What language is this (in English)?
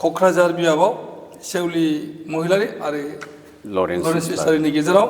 Bodo